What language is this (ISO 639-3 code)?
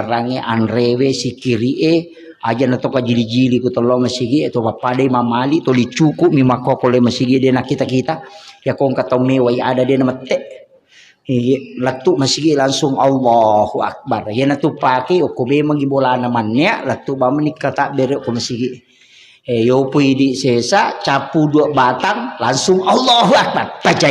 bug